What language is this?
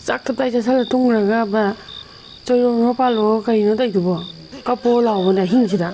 Manipuri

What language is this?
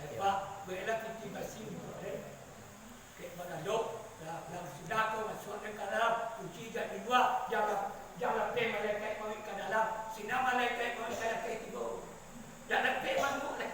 Minangkabau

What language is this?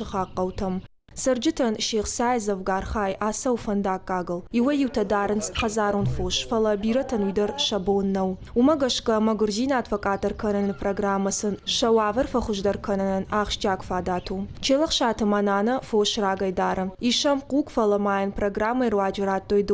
Ossetic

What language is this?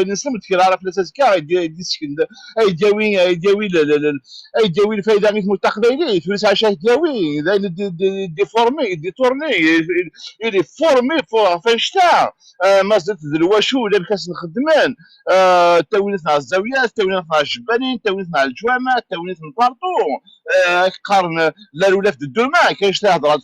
Kabyle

